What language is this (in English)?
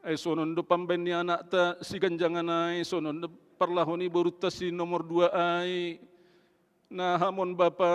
Batak Simalungun